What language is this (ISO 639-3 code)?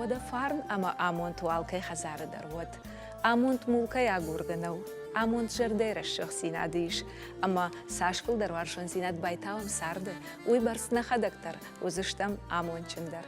oss